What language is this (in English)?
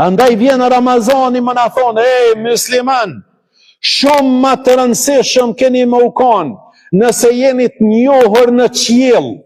Albanian